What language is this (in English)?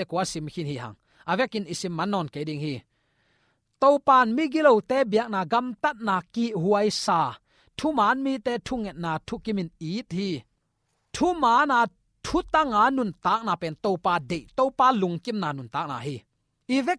Tedim Chin